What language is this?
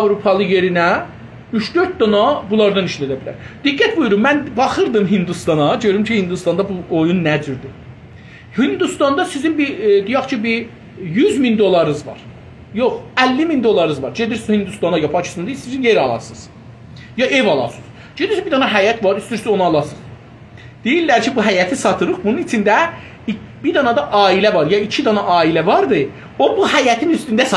South Azerbaijani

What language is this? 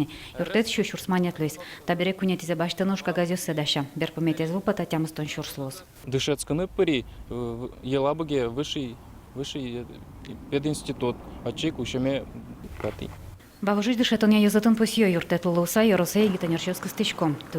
Udmurt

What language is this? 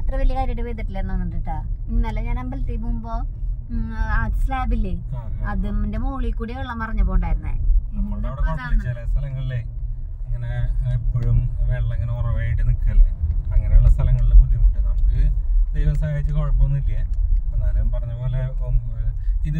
Malayalam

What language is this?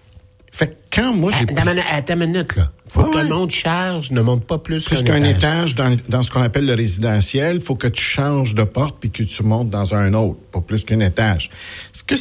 French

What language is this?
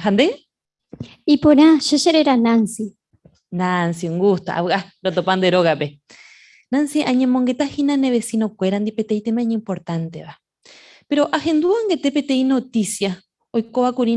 Guarani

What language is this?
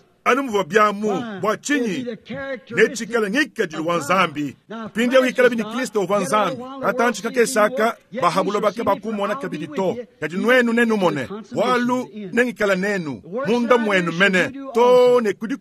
Luba-Lulua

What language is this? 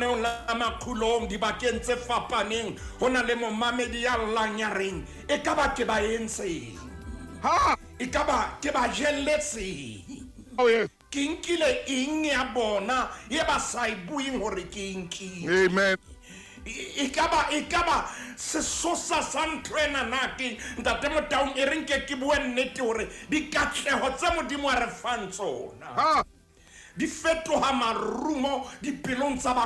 Southern Sotho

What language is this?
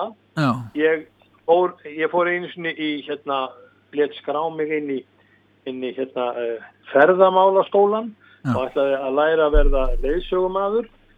Icelandic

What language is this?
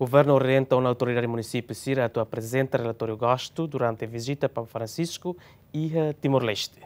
Tetum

